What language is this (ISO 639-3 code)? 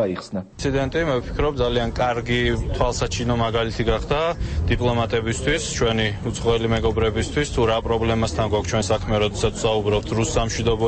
kat